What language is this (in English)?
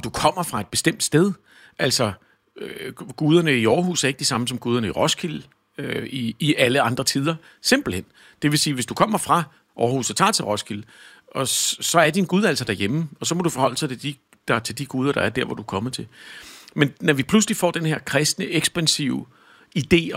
Danish